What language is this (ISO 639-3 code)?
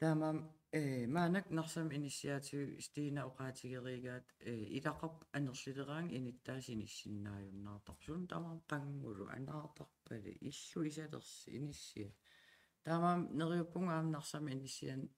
kal